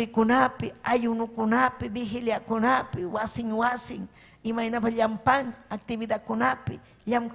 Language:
Ayacucho Quechua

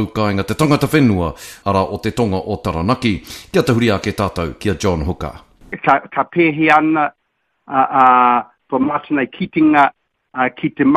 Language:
Māori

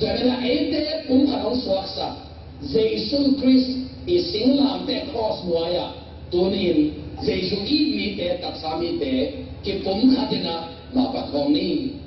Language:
Tedim Chin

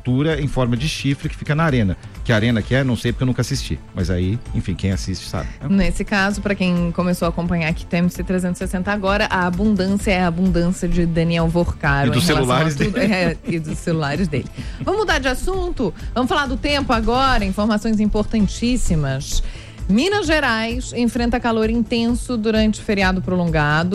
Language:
Portuguese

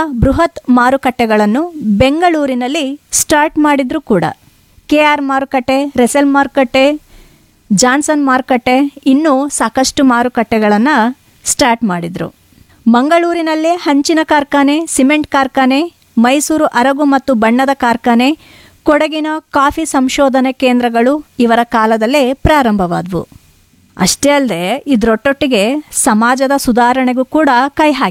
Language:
Kannada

